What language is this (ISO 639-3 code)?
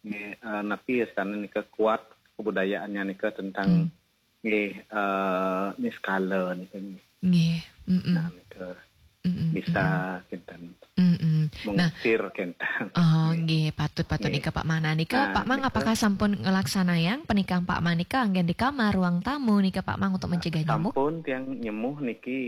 ban